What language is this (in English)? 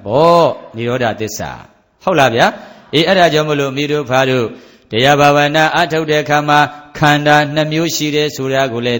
Burmese